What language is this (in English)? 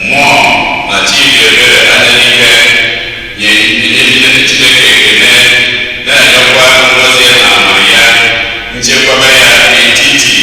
Igbo